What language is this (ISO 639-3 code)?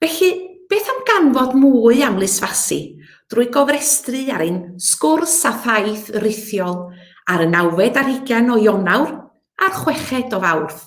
cym